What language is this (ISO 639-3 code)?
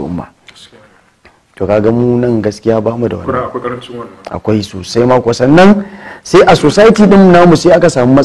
hau